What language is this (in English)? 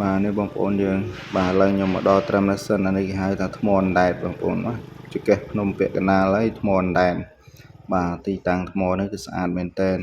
Khmer